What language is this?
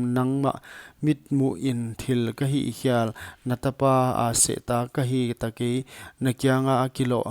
Paite Chin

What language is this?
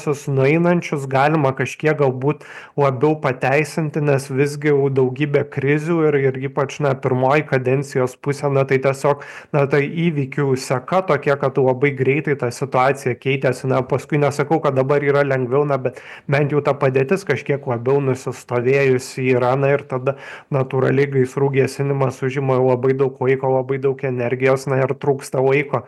Lithuanian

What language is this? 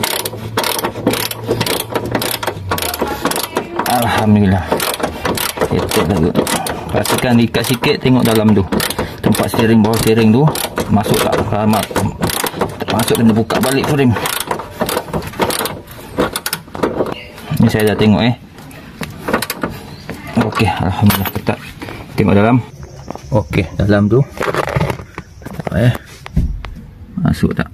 Malay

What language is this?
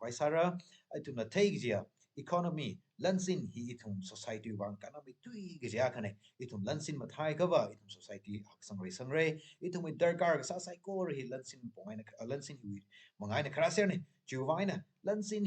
Tangkhul Naga (India)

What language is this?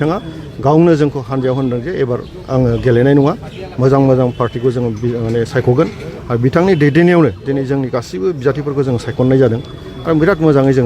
Bodo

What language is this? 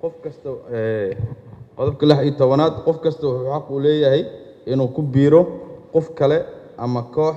Somali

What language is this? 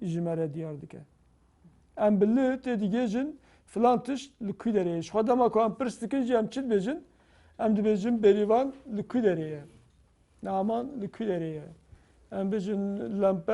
Kurdish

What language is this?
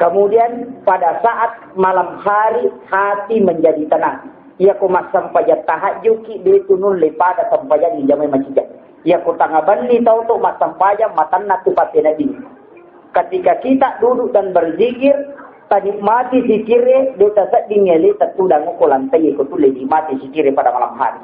Buginese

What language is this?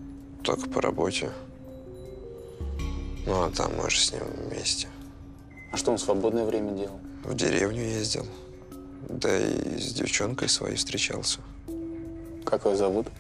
Russian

